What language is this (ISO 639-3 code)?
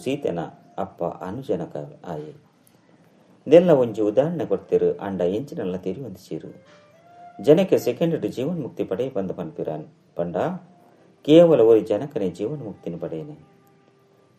tcy